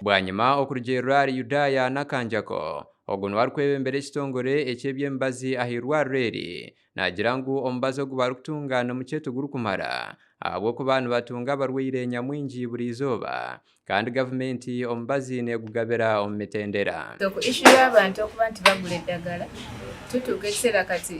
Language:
Nyankole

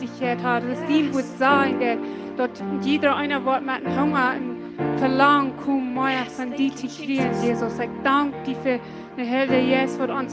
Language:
Plautdietsch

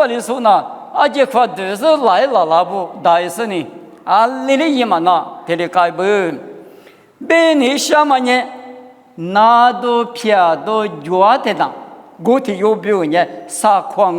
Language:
Lisu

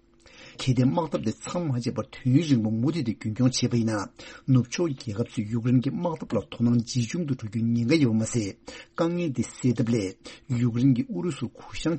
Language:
Tibetan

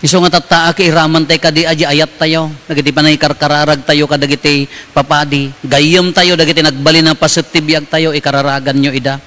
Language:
Iloko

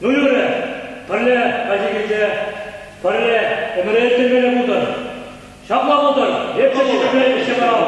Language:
Chuvash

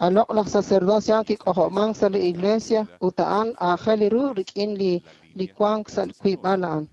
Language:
Kekchí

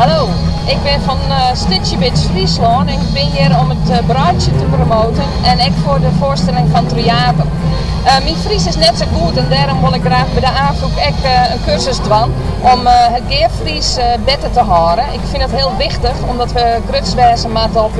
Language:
Western Frisian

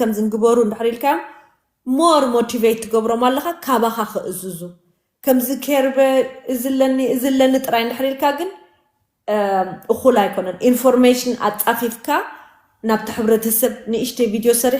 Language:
Tigrinya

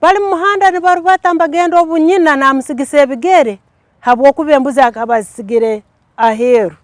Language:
Tooro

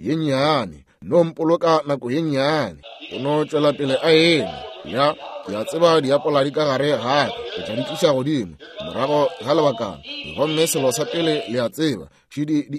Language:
Northern Sotho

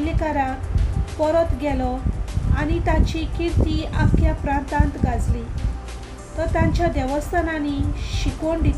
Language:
Konkani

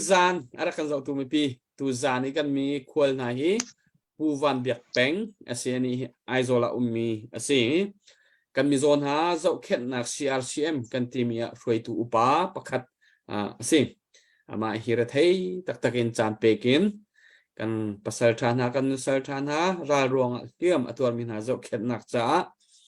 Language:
Hakha Chin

